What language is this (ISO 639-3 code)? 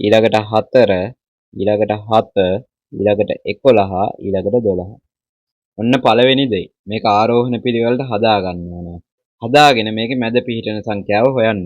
sin